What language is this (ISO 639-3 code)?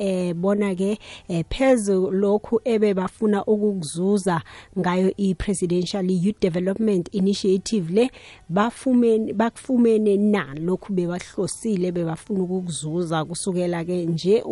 nbl